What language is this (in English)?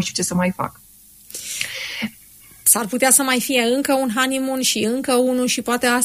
Romanian